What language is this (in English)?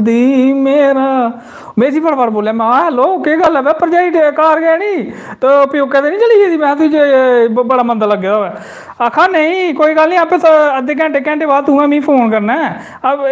Dogri